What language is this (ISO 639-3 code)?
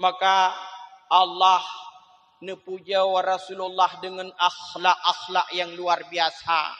ace